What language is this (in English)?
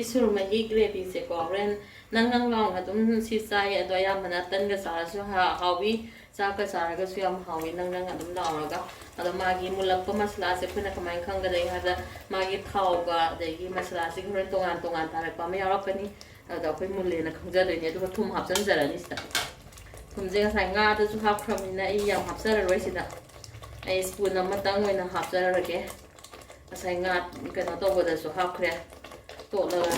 Manipuri